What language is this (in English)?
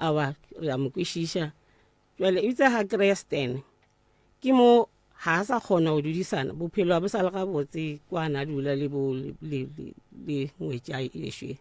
Northern Sotho